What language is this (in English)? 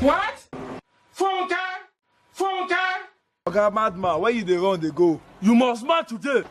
Nigerian Pidgin